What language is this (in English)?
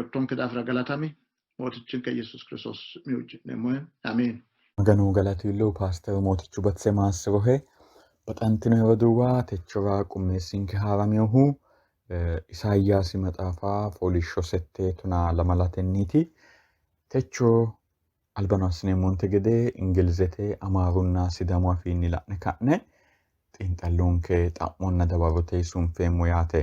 Sidamo